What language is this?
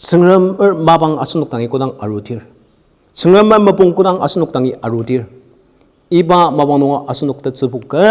Ao Naga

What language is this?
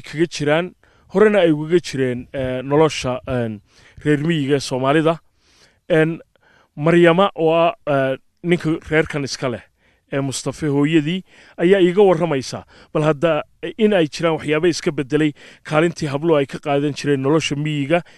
Somali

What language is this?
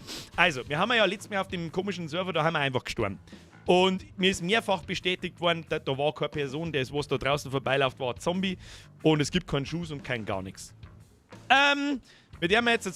Bavarian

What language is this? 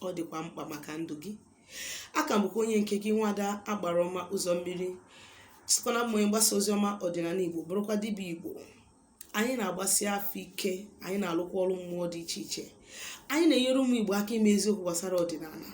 Igbo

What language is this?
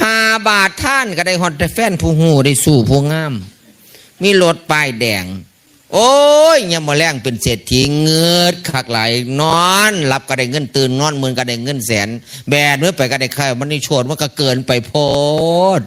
Northeastern Thai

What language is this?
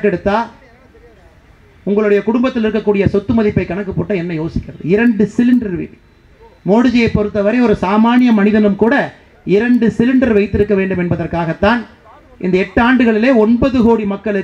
Tamil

